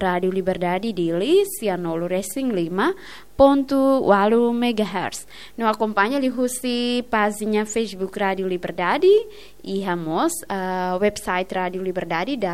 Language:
Tetum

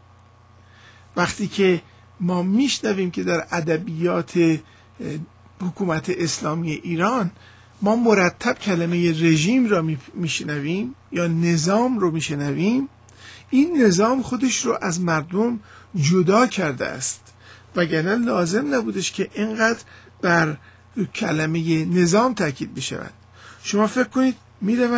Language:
Persian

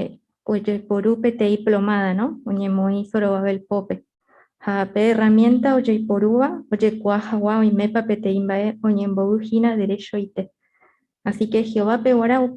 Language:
Guarani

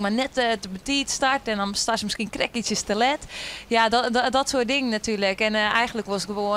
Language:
Western Frisian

